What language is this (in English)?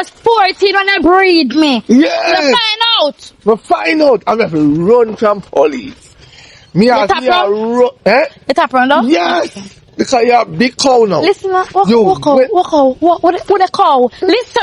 Jamaican Creole English